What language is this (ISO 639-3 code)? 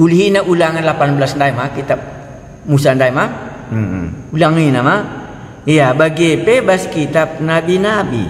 btx